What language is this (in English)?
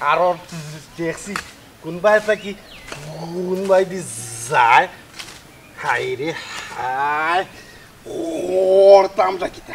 Sylheti